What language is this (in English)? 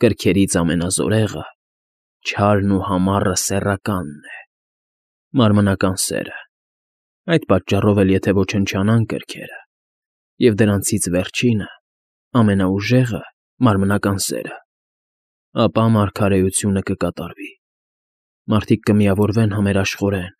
Armenian